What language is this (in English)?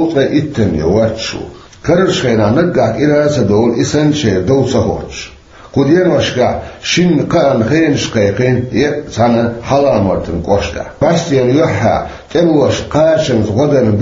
Chechen